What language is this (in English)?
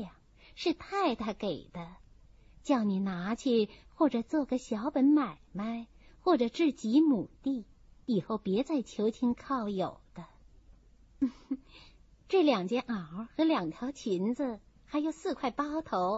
Chinese